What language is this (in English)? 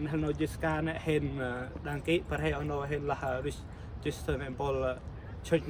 Central Mnong